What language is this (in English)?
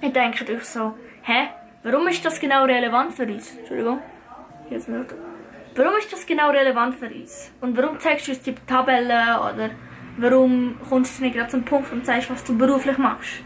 Swiss German